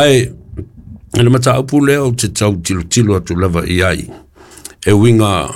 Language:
Samoan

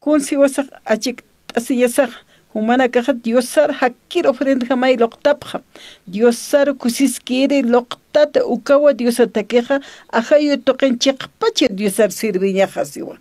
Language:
Aymara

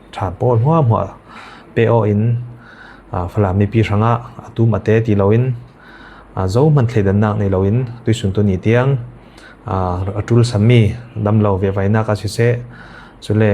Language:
Falam Chin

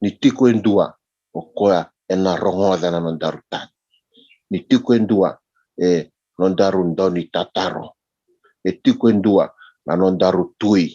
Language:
Fijian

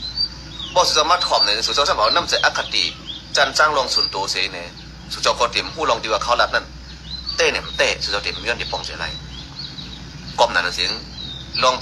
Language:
Shan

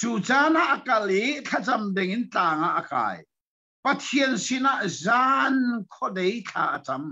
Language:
Hakha Chin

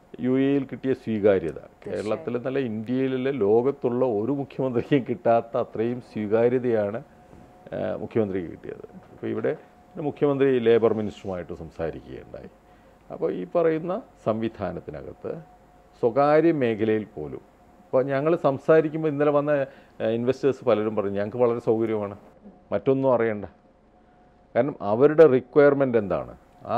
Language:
Malayalam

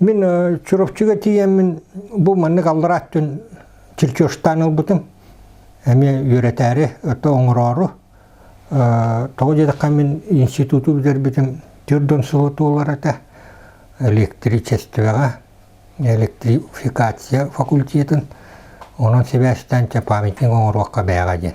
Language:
Yakut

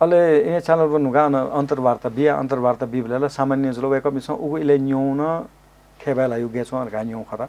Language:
Newari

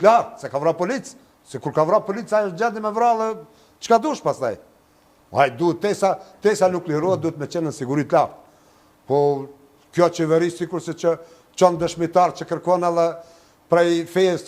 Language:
Albanian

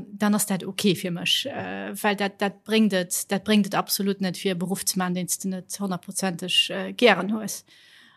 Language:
Luxembourgish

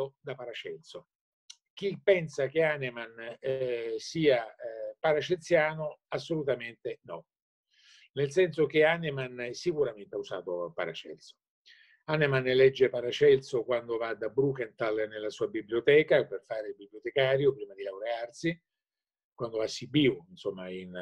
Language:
Italian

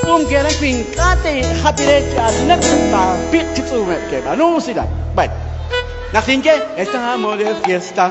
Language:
Kekchí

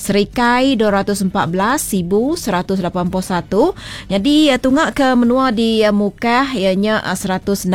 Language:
Iban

